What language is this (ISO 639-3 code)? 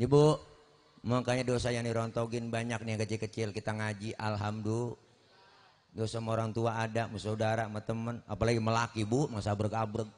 bew